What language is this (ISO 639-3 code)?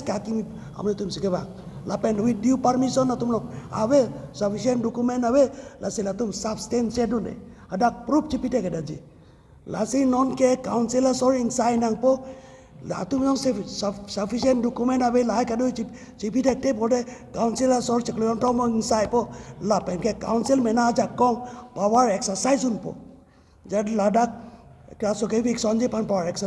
mjw